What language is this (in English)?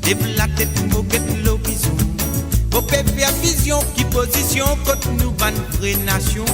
Morisyen